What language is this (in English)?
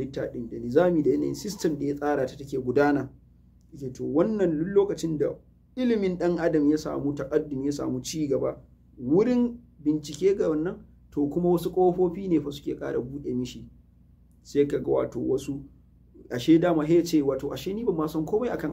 Hausa